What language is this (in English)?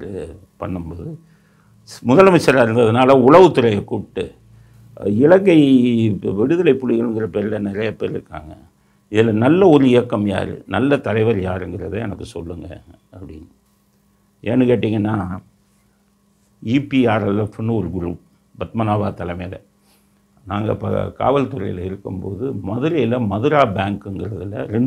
Tamil